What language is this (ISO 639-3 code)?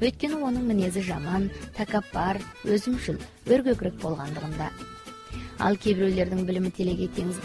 kaz